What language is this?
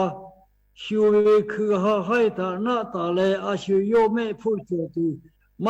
Lahu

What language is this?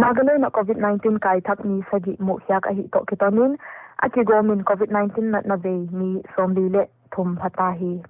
Paite Chin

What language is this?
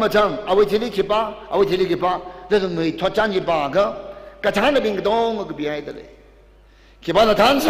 Tangkhul Naga (India)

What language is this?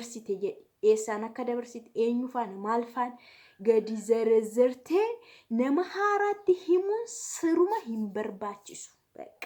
Oromo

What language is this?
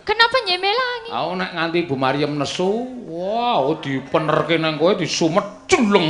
Javanese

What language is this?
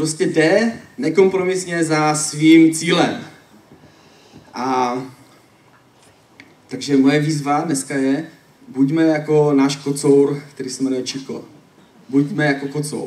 Czech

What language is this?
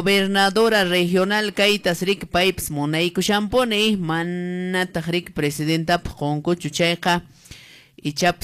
Quechua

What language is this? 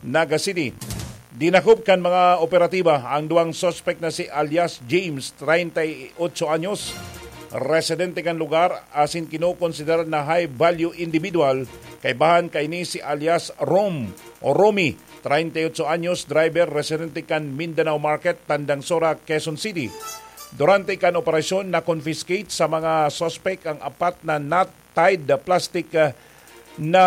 Bikol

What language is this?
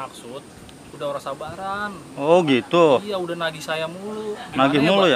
Betawi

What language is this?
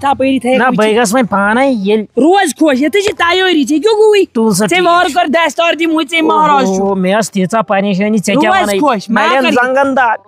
Kashmiri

